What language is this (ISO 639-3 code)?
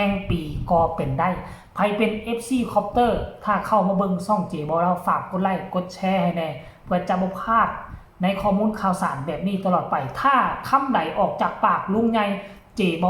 tts